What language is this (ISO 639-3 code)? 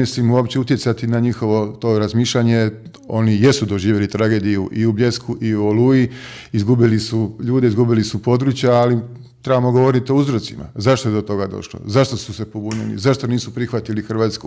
hrv